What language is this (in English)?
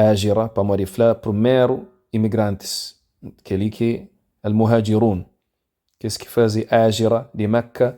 Kabuverdianu